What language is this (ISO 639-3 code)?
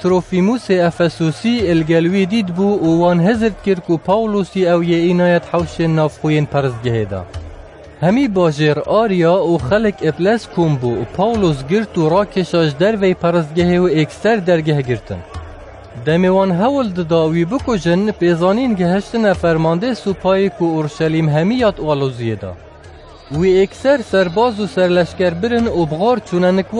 kur